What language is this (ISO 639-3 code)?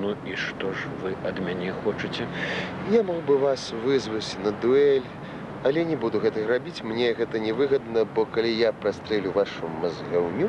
bel